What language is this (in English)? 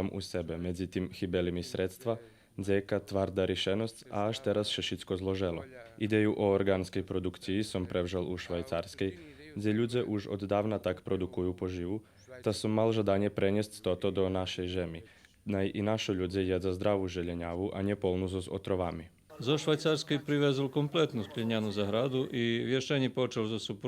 Rusyn